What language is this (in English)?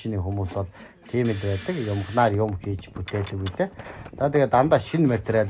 Mongolian